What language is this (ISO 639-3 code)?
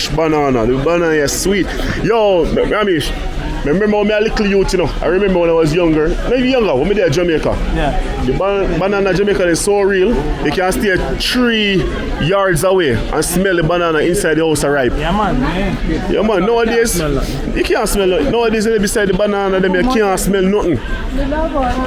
jam